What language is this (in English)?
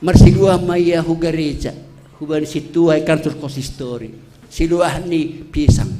Batak Simalungun